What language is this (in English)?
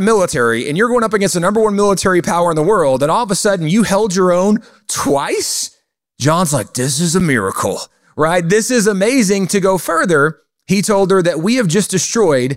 English